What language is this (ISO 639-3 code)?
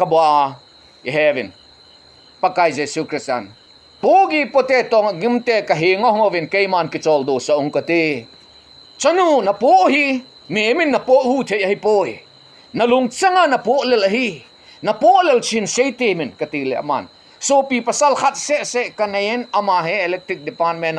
tcz